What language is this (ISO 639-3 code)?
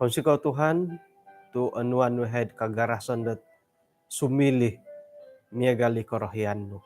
dtp